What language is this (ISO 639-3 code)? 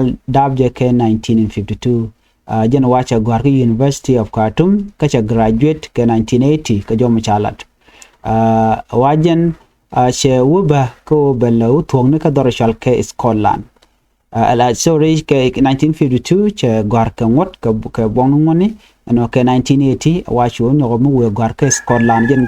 nus